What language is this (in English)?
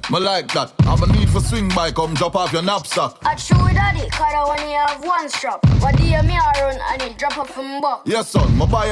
Jamaican Creole English